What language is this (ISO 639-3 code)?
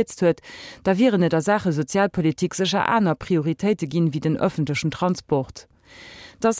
ltz